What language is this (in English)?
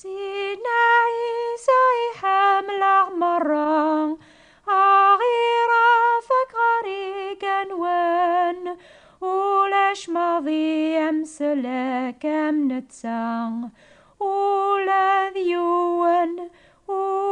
Kabyle